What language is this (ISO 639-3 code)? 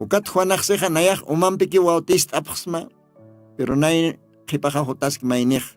aym